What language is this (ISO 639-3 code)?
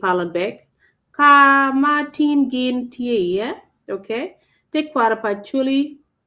ach